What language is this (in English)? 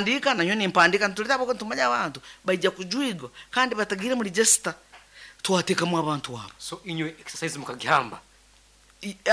Nyankole